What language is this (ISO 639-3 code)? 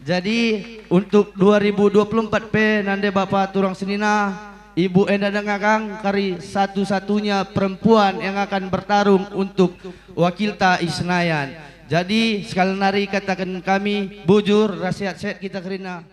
btx